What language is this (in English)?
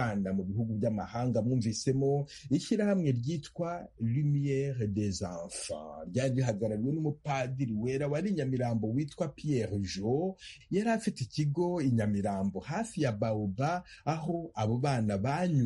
Kinyarwanda